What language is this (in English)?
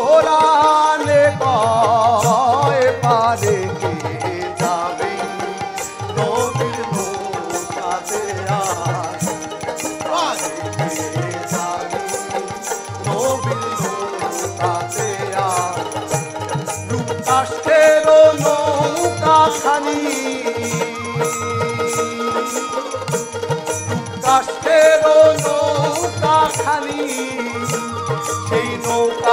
Bangla